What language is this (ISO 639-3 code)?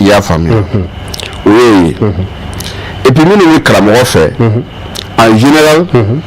bam